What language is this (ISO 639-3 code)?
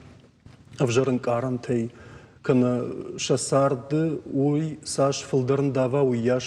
oss